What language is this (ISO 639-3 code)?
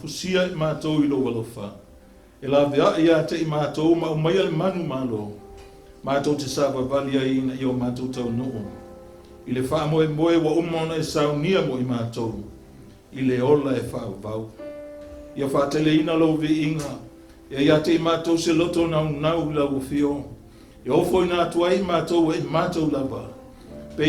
smo